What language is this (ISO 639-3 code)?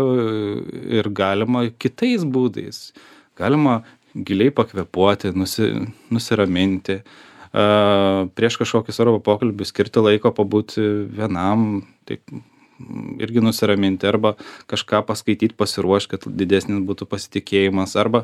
lit